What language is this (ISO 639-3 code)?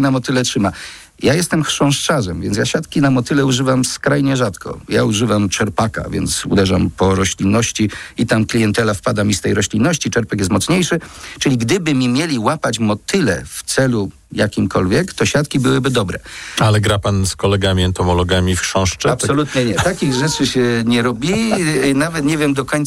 pol